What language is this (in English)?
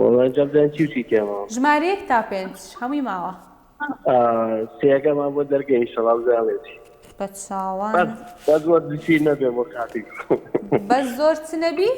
Central Kurdish